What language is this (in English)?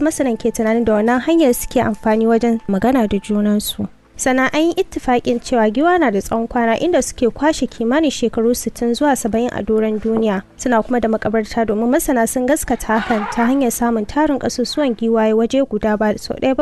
Hausa